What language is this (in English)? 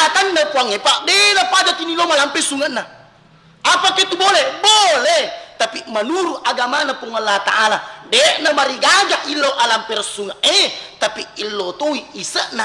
Buginese